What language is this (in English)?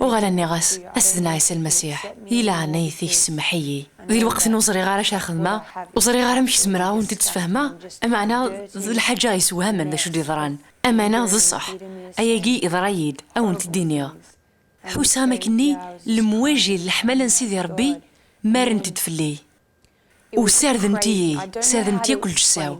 Kabyle